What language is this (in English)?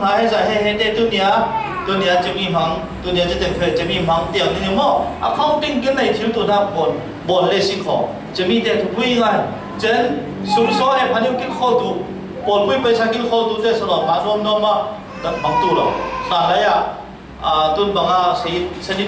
Falam Chin